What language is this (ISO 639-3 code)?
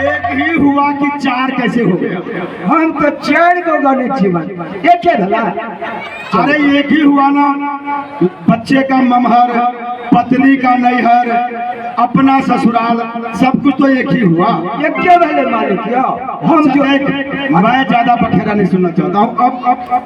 mai